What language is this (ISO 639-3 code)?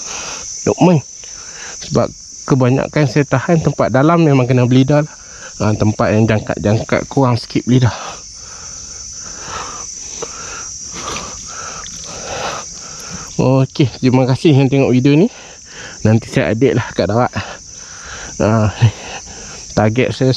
msa